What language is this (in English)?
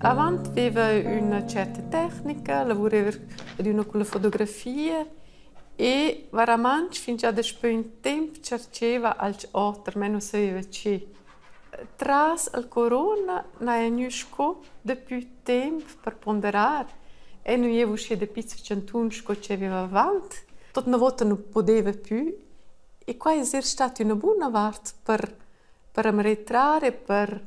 Romansh